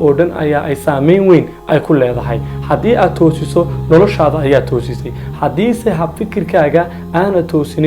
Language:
Somali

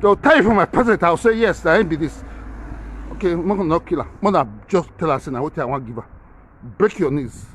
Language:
Nigerian Pidgin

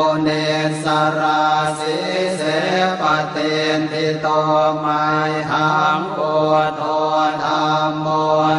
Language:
Pali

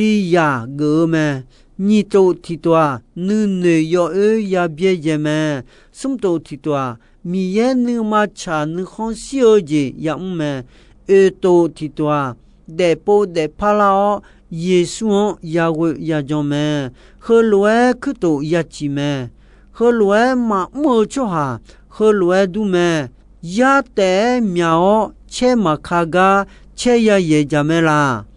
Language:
Akha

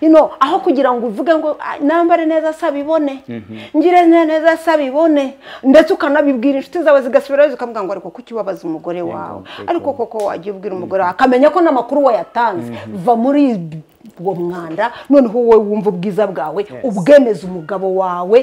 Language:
Kinyarwanda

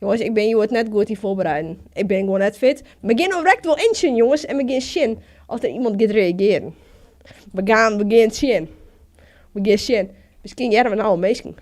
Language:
Western Frisian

